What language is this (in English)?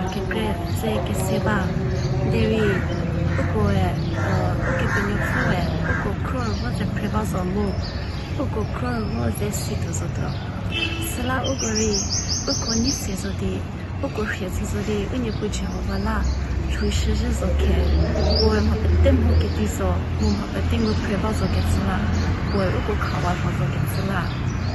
Angami Naga